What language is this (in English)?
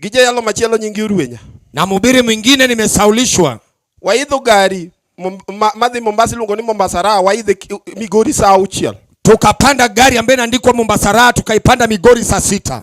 Luo (Kenya and Tanzania)